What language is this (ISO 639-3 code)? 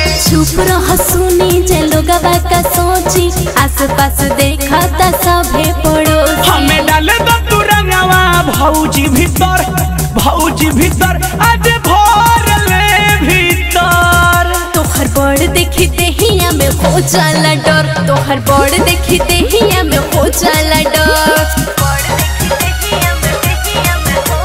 bho